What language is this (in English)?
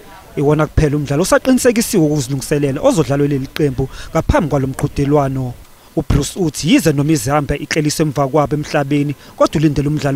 Zulu